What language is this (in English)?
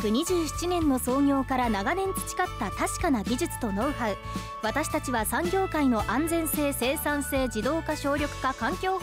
Japanese